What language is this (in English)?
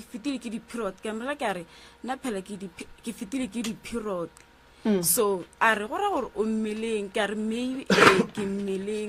Northern Sotho